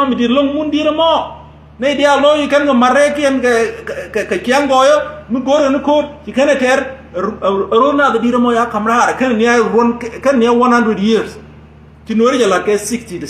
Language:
Nuer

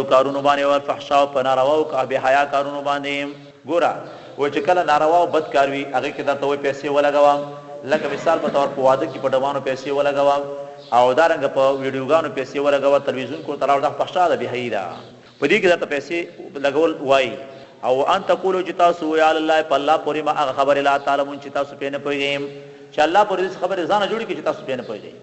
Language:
Pashto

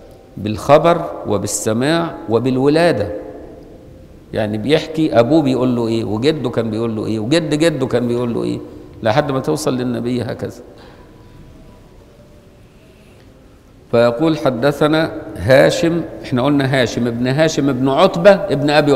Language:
Egyptian Arabic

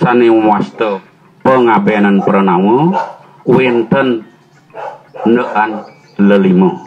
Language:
Balinese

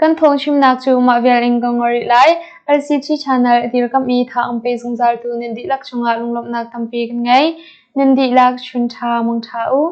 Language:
Hakha Chin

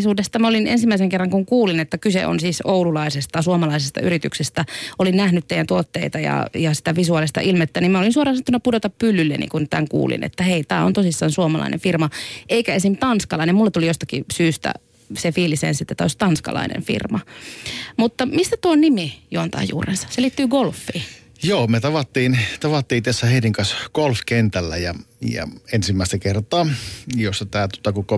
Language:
Finnish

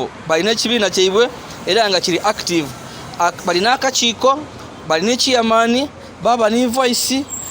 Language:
Ganda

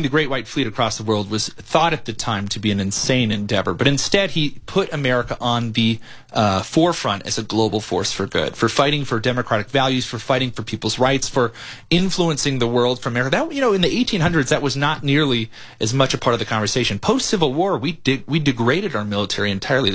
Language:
English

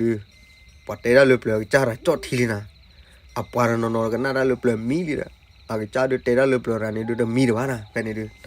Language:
S'gaw Karen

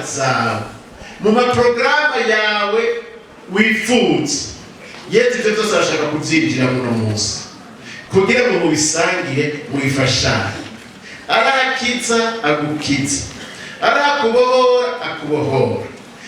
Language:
Rundi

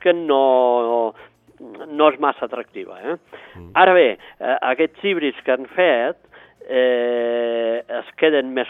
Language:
Catalan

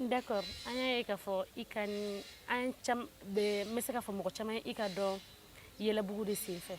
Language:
Bambara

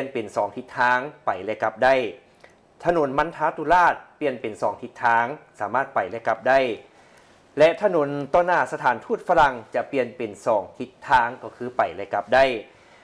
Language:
Lao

